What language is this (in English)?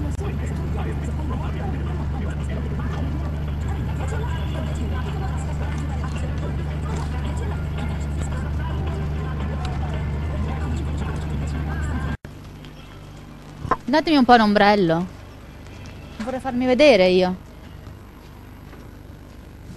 Italian